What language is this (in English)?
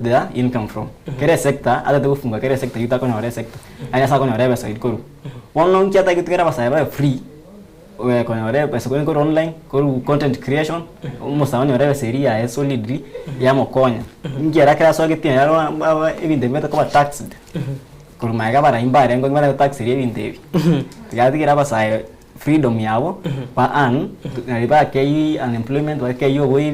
Gusii